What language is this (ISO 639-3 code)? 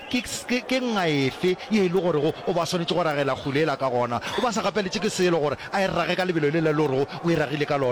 nso